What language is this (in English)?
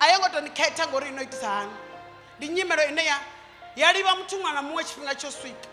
Venda